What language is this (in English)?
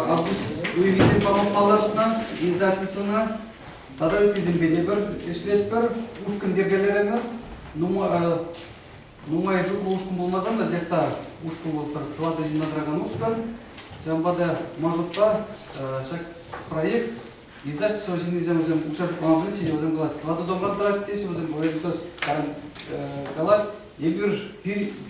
Chuvash